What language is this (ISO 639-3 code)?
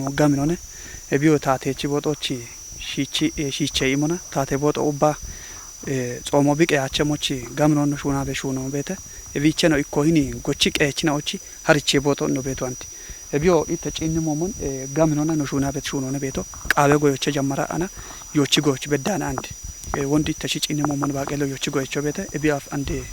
kbr